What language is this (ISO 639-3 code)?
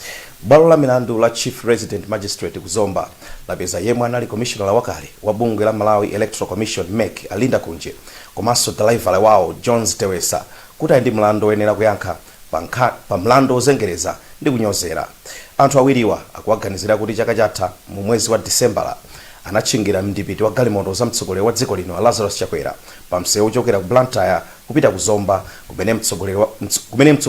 nya